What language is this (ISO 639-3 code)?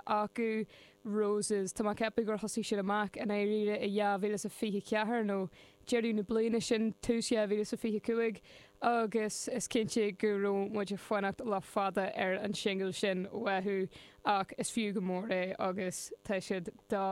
gle